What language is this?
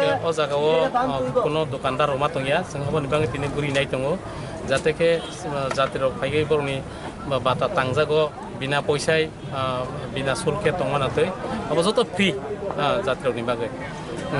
Riang (India)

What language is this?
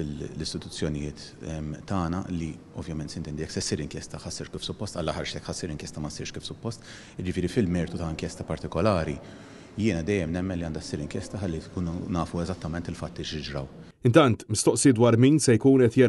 Maltese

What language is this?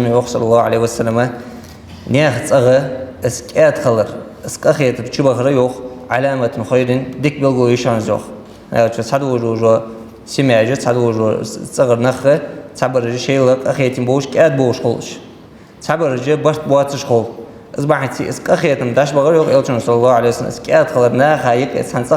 Ingush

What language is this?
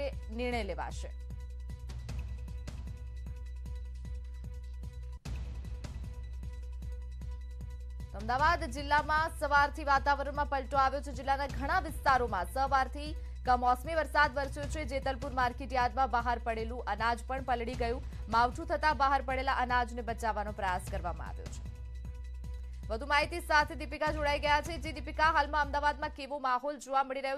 Gujarati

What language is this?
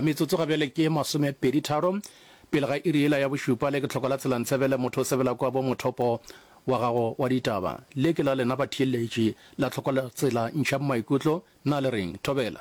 Northern Sotho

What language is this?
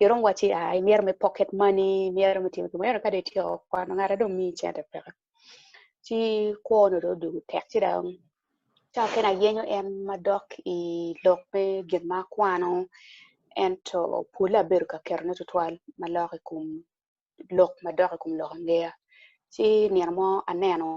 Acoli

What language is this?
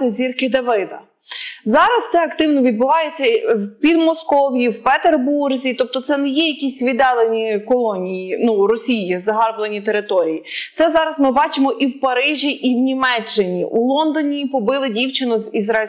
Ukrainian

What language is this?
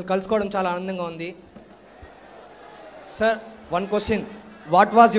Telugu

